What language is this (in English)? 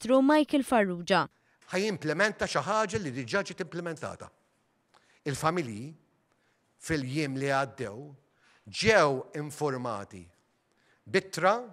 Maltese